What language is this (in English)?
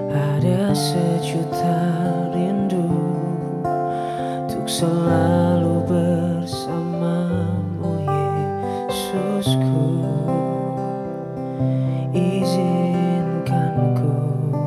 Indonesian